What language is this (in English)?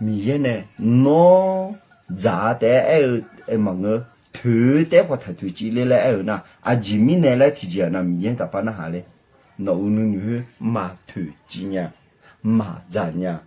Akha